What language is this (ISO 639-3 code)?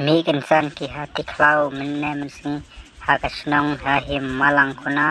kha